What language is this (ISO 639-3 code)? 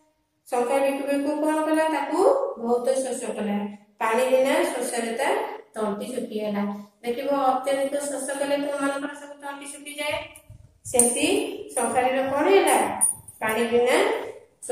ori